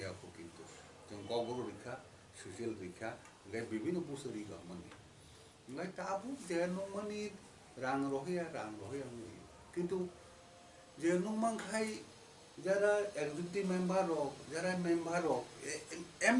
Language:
Kok Borok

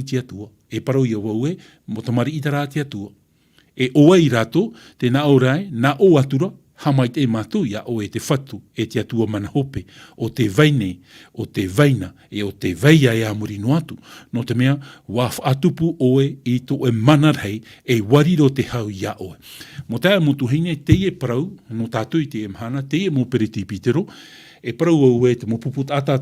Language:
Tahitian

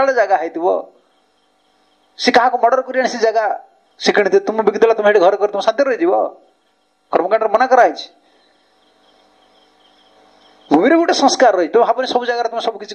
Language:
Odia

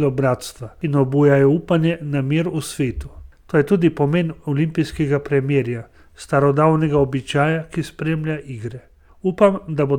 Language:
Slovenian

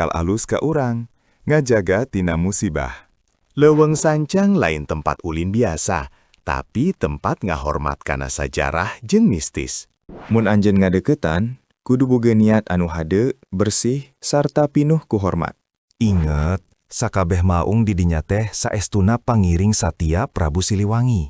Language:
Sundanese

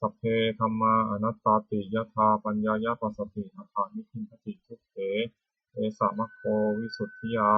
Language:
Pali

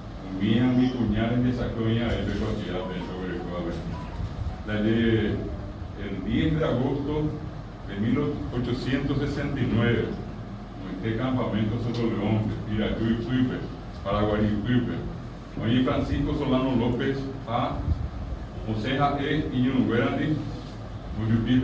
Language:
Guarani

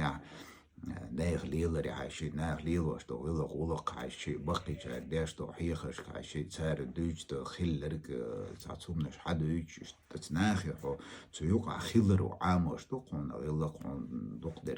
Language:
Chechen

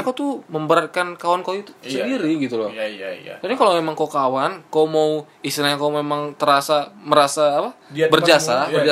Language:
Indonesian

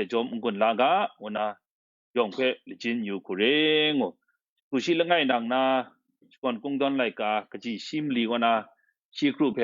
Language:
Kachin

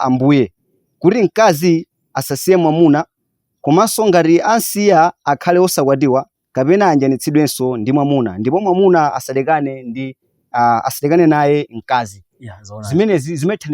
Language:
Nyanja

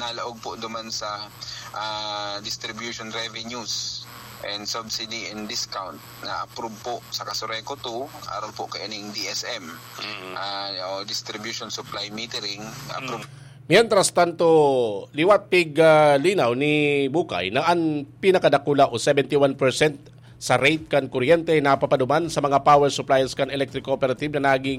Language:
Bikol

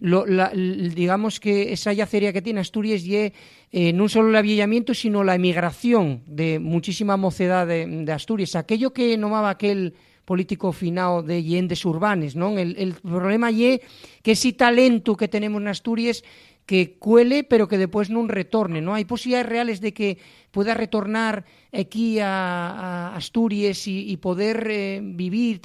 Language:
Asturian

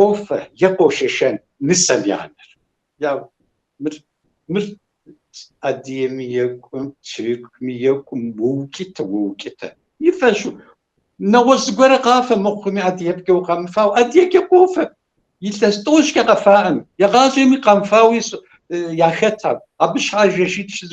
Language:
Kabardian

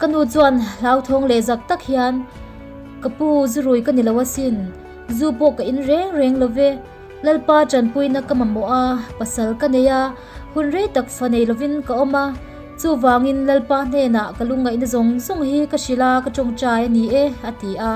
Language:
Mizo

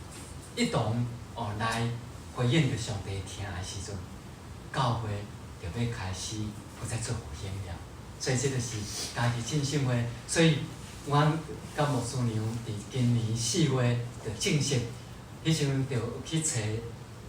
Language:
Min Nan Chinese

